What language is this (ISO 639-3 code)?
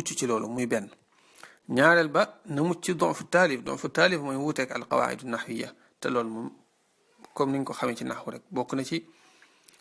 wol